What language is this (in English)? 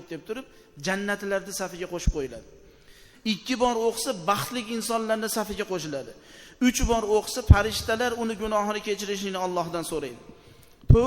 Uzbek